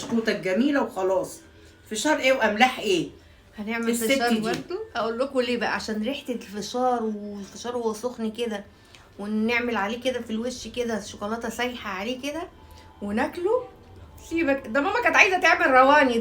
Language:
Egyptian Arabic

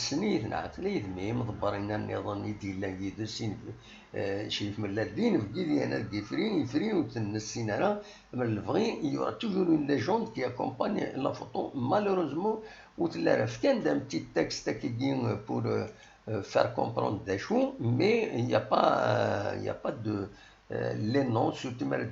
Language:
Kabyle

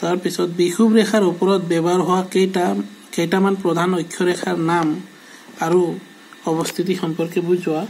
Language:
Assamese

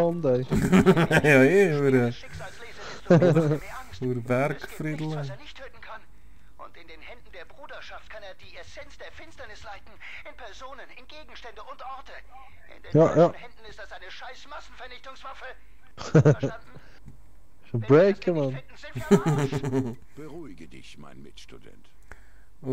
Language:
Swiss German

